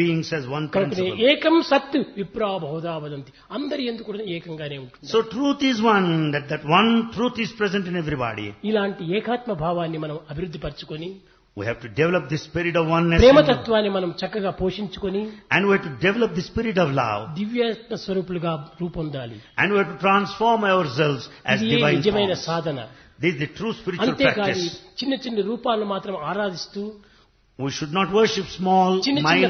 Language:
Telugu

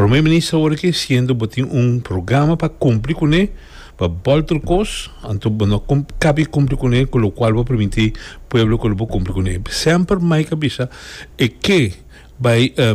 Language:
Papiamento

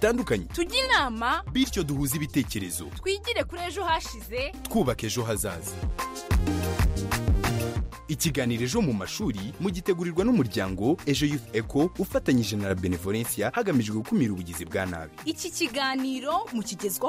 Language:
Kinyarwanda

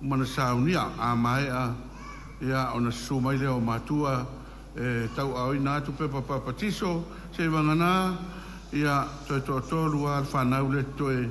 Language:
Samoan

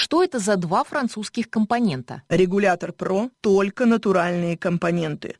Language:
Russian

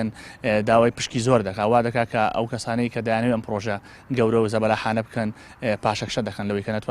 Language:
Central Kurdish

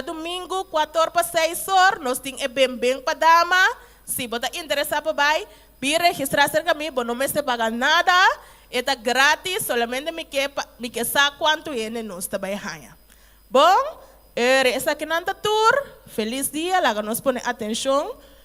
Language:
Papiamento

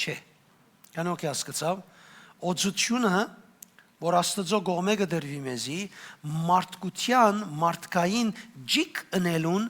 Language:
Western Armenian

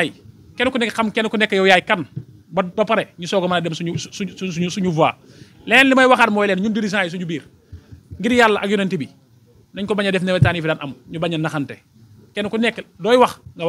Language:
Wolof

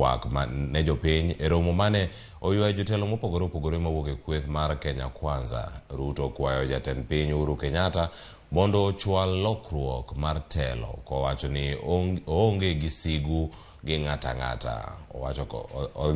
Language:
Luo (Kenya and Tanzania)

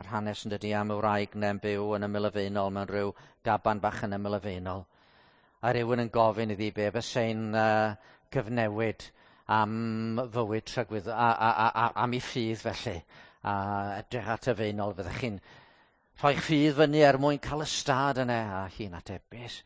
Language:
Welsh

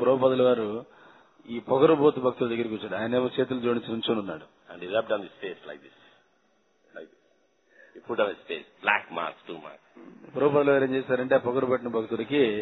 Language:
Telugu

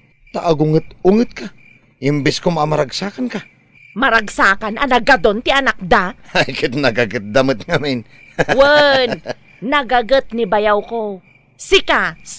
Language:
Iloko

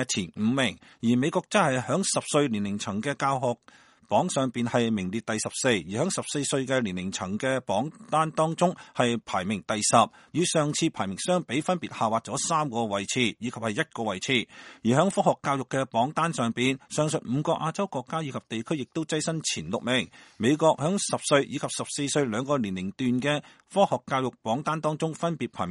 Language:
Cantonese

